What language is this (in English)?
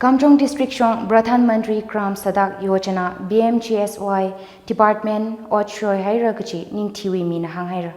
Tangkhul Naga (India)